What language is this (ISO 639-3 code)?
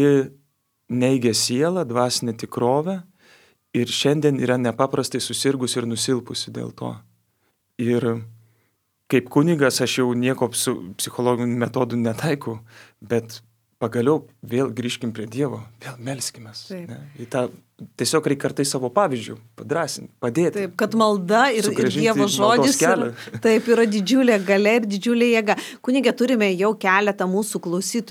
lit